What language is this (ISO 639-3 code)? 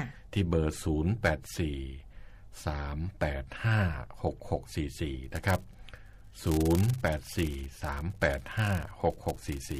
tha